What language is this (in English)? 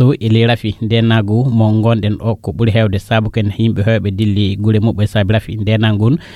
Fula